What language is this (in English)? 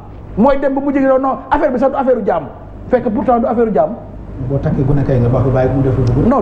Wolof